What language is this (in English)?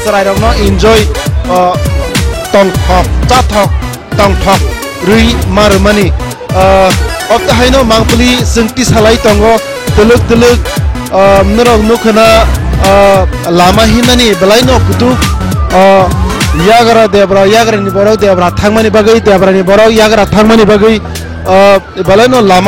Kok Borok